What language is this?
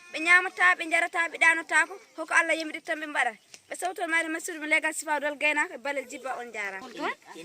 Fula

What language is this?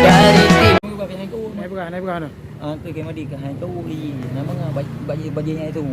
Achinese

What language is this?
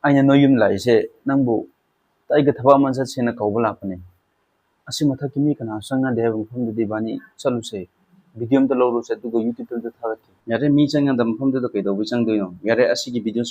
Manipuri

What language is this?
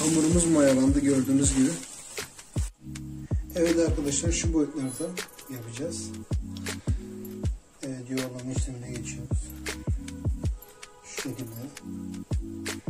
Turkish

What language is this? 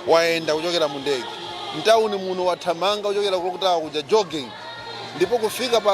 Nyanja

